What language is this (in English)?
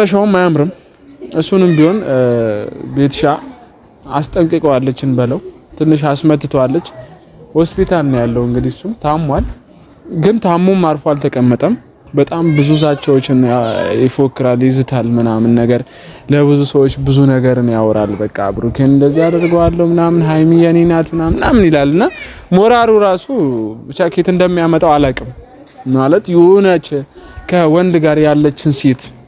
Amharic